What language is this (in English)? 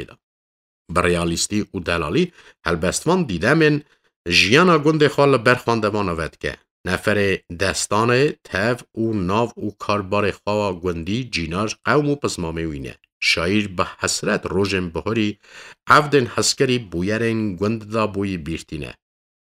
Kurdish